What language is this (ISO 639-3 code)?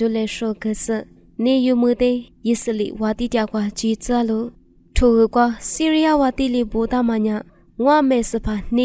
lis